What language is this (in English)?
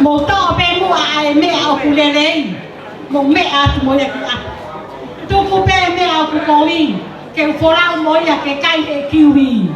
Tongan